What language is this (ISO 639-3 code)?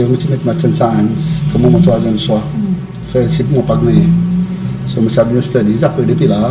crs